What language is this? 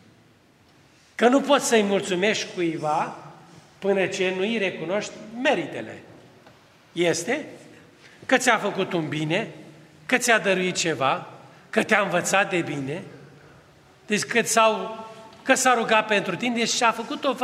Romanian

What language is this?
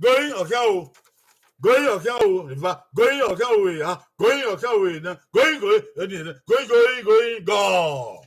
Bini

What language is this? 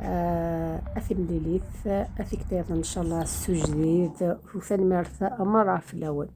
Algerian Arabic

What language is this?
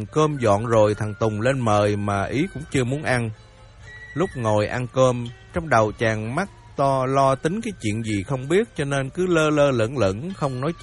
Vietnamese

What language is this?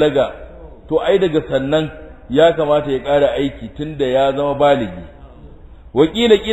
Hausa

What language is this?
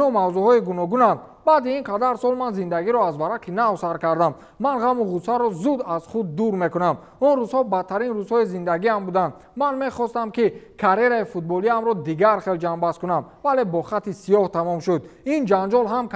Tajik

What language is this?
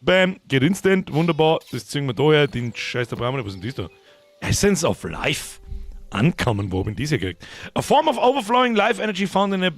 Bavarian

